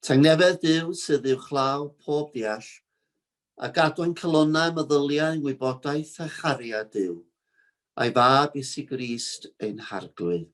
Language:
Welsh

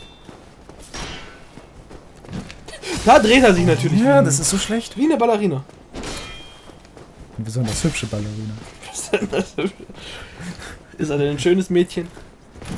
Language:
German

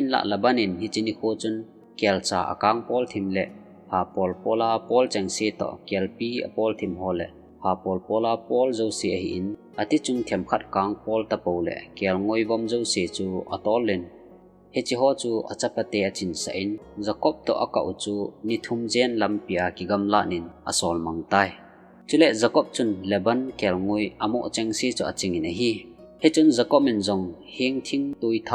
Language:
Thado Chin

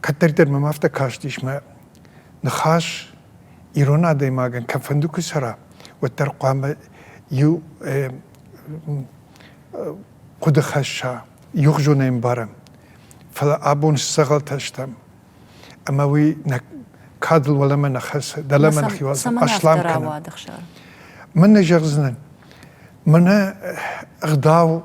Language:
Ossetic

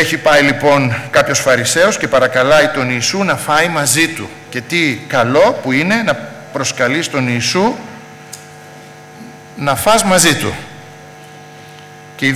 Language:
Greek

